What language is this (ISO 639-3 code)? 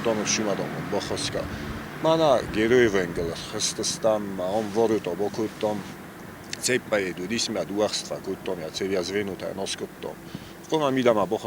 oss